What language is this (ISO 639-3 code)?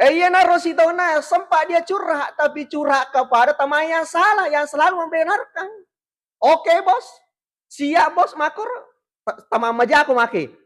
bug